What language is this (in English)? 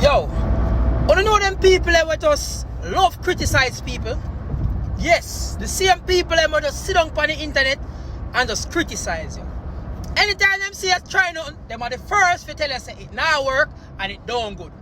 Jamaican Creole English